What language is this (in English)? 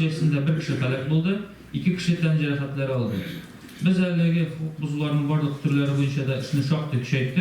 Tatar